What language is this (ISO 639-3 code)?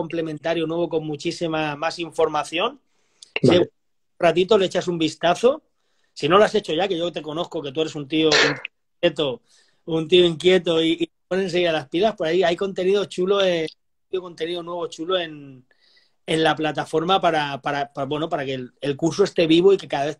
spa